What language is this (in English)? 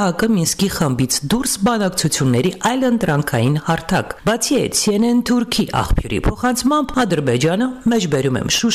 Armenian